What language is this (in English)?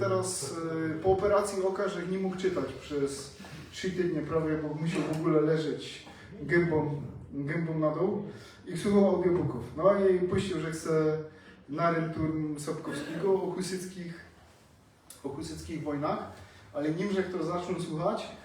Silesian